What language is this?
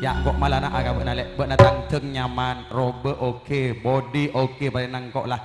Madurese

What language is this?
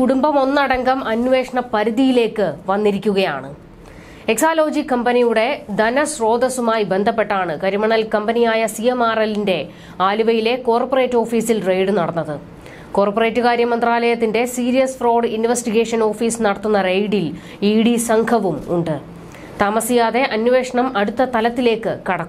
Malayalam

